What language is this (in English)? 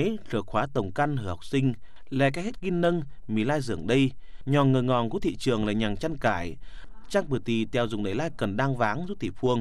Tày